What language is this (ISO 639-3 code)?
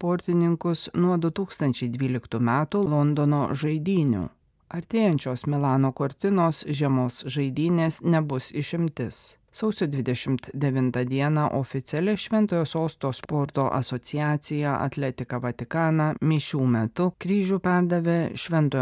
lit